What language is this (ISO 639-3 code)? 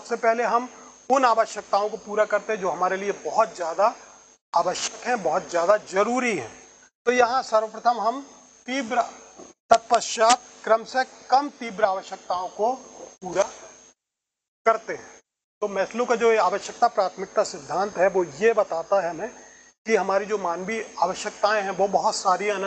hin